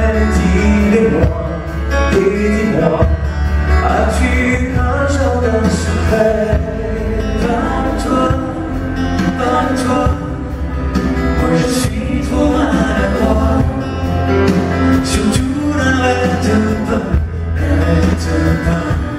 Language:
French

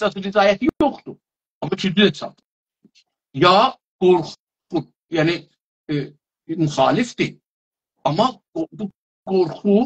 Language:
South Azerbaijani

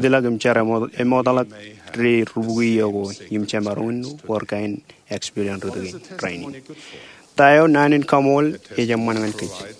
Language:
Marshallese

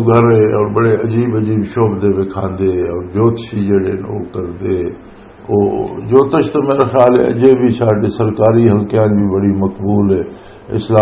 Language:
Western Panjabi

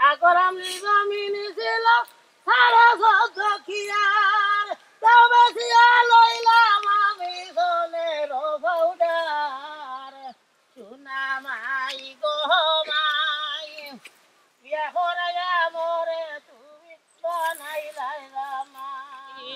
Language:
Sylheti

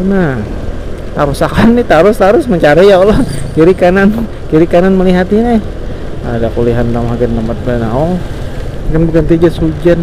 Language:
Banjar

